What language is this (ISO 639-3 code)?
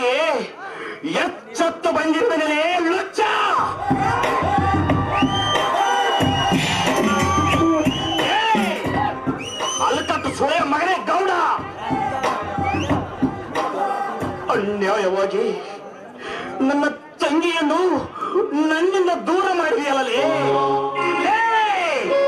kan